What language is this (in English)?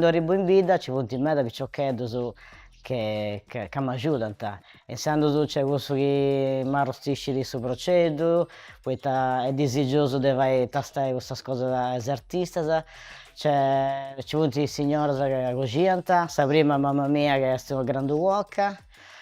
Sardinian